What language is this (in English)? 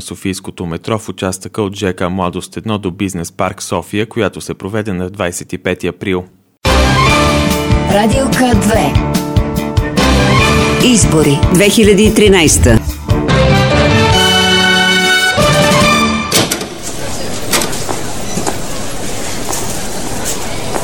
Bulgarian